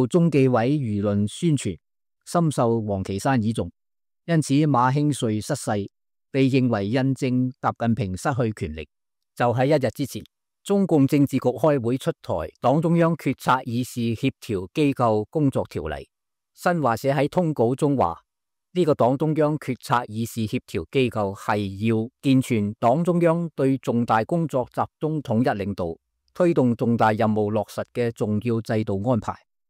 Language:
Cantonese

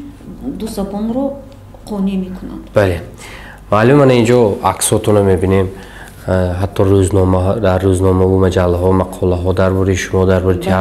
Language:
Tajik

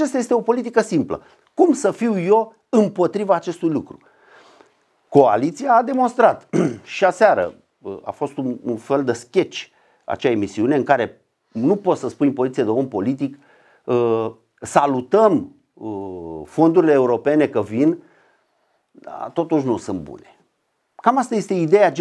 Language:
Romanian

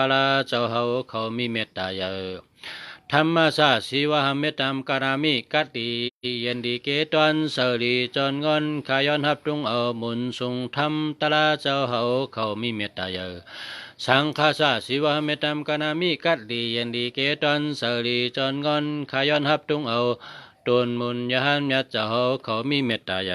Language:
Shan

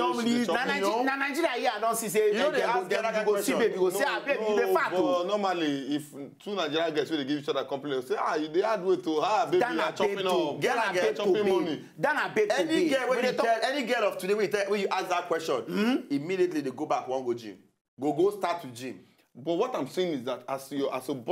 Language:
Nigerian Pidgin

